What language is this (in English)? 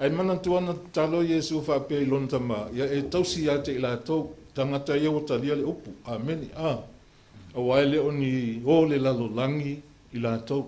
Samoan